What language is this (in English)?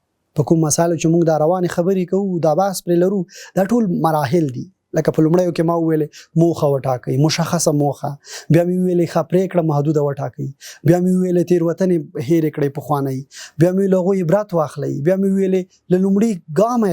Pashto